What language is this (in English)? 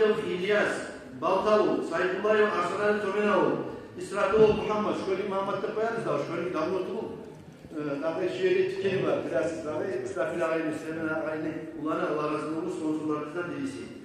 Kumyk